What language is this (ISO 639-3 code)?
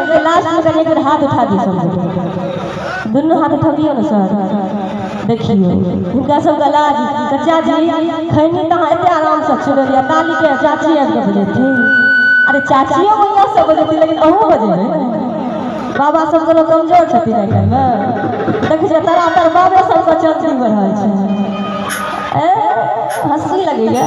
mai